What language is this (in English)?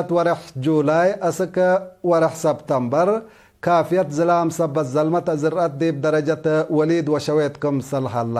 Tigre